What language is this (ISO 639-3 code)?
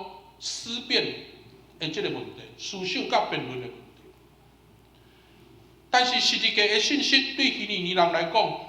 nan